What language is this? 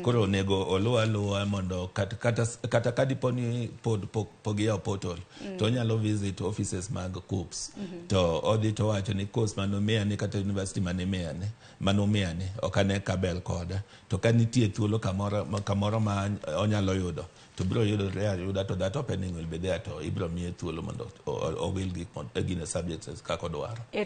Luo (Kenya and Tanzania)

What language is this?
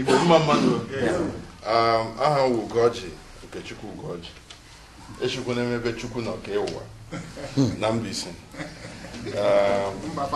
Igbo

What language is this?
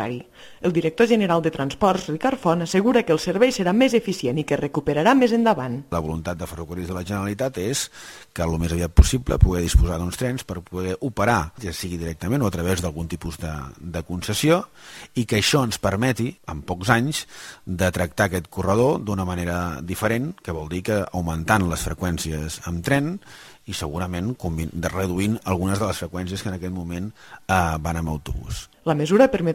Catalan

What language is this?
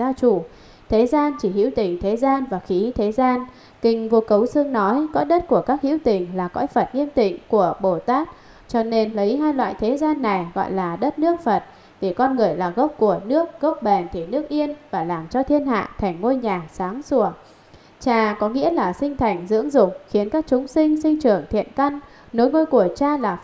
Vietnamese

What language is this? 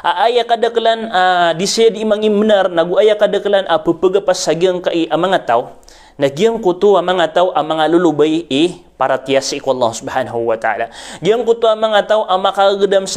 Maranao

